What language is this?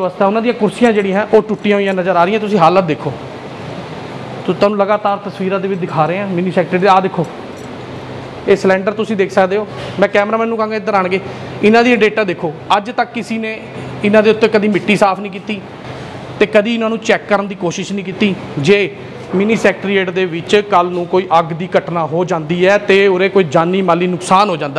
Punjabi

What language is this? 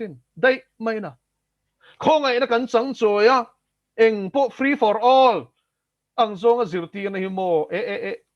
Mizo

